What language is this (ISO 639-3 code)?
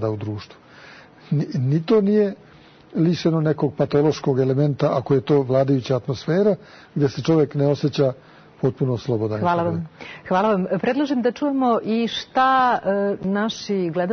srp